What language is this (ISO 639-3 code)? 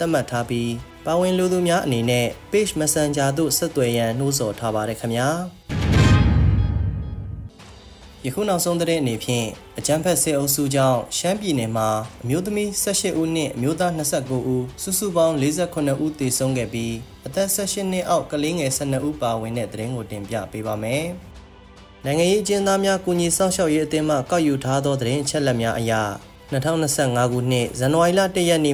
mya